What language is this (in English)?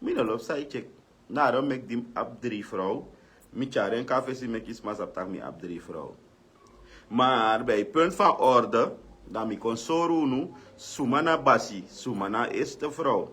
Sranan Tongo